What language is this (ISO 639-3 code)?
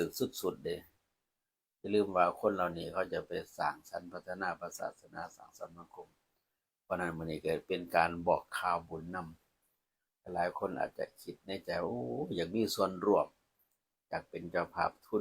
tts